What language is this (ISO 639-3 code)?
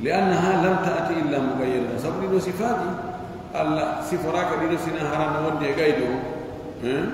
fuf